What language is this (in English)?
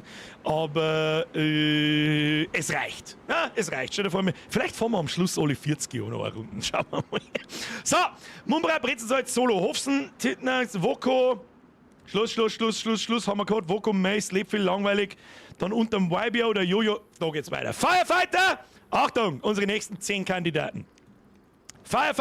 Bavarian